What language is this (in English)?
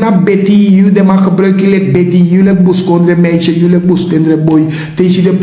Sranan Tongo